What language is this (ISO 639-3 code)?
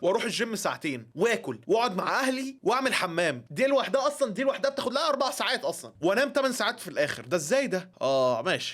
arz